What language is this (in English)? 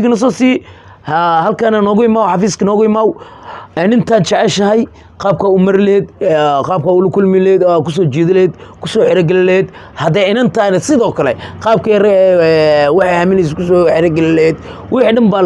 Somali